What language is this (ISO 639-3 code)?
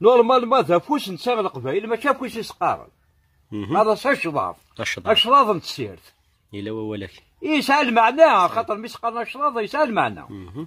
kab